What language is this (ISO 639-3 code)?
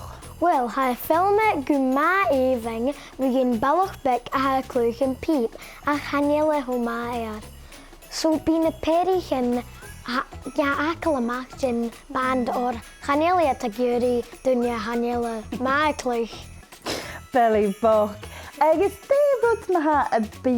gla